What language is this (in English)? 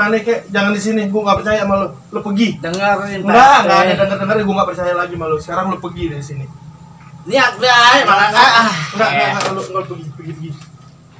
Betawi